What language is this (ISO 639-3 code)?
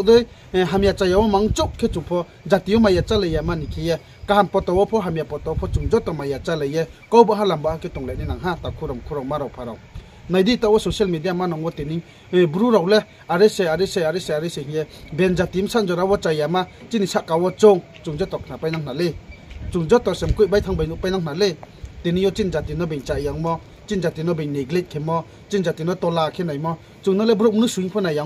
ria